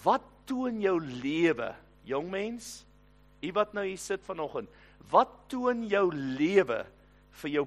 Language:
Afrikaans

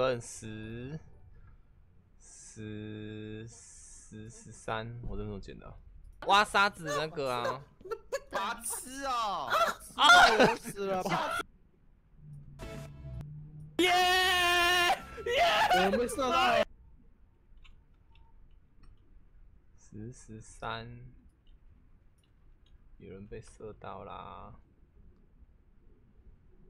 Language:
Chinese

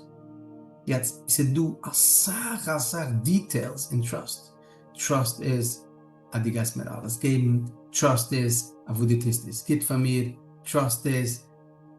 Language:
Yiddish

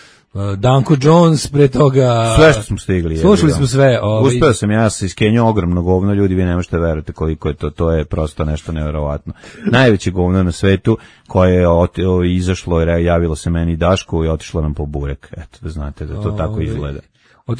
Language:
Serbian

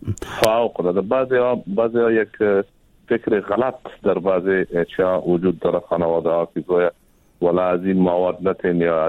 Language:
Persian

